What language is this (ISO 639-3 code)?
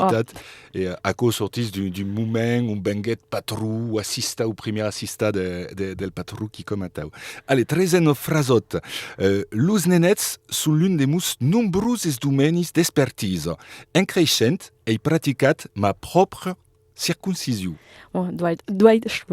oci